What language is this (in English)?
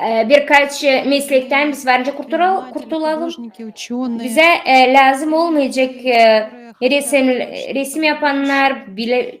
Gagauz